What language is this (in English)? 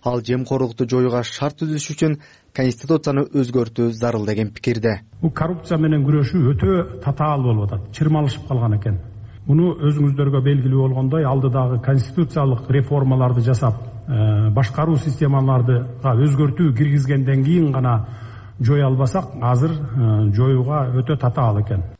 Kyrgyz